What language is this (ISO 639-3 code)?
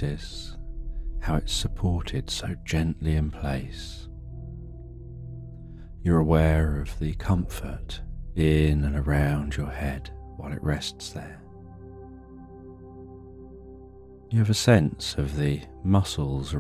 eng